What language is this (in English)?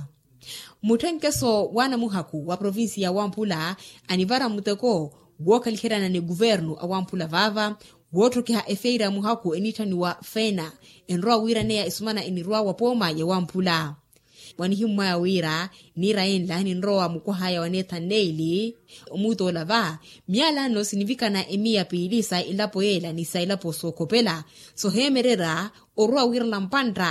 Makhuwa